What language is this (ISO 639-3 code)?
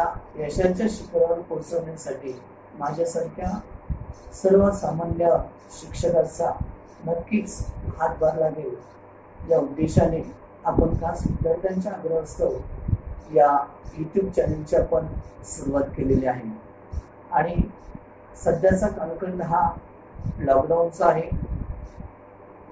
mar